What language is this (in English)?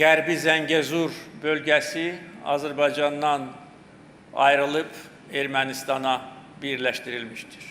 Azerbaijani